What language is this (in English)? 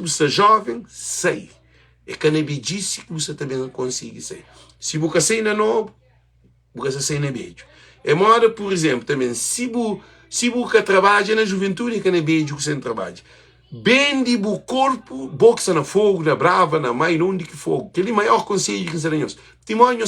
Kabuverdianu